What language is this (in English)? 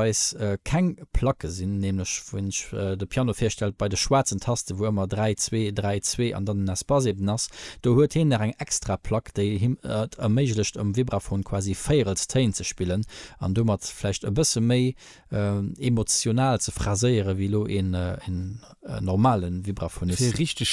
Luxembourgish